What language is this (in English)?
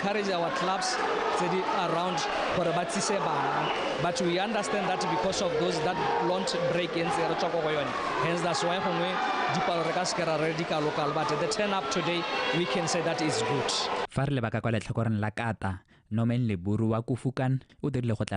Tswana